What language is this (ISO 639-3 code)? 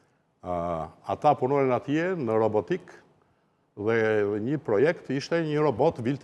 sqi